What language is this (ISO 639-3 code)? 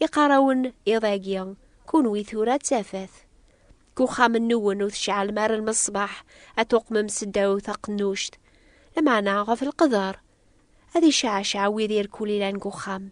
kab